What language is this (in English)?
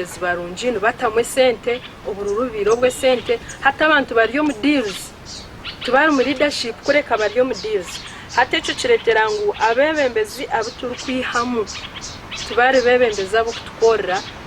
Nyankole